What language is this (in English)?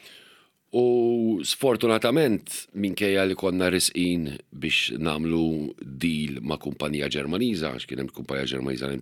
Maltese